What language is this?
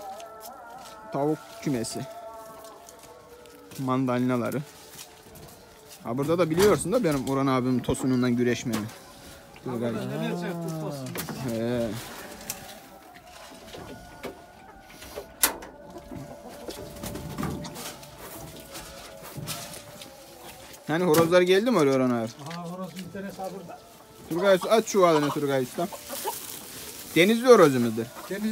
Turkish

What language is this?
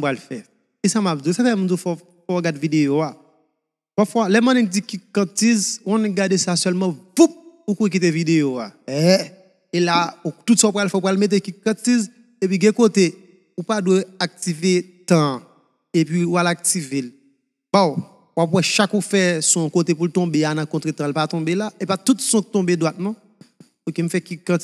Haitian Creole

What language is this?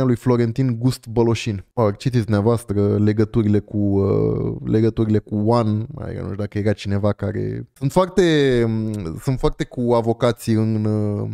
Romanian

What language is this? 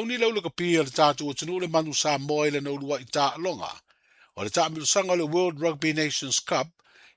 Samoan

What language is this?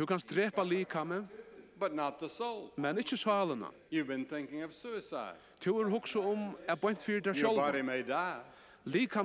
Faroese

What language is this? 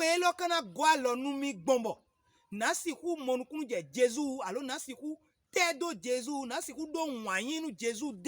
Fon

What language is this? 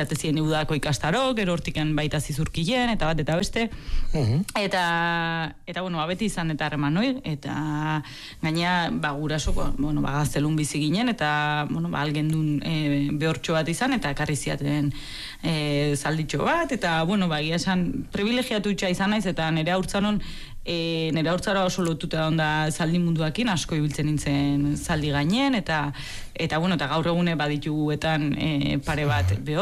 Basque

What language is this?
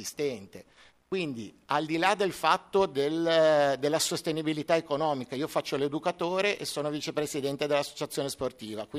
Italian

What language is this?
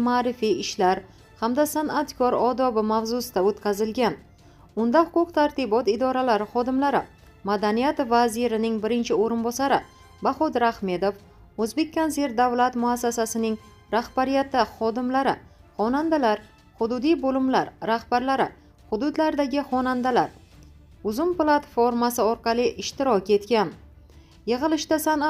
Uzbek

